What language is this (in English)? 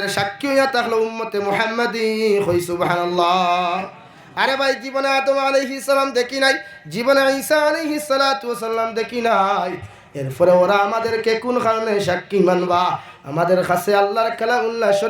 Sylheti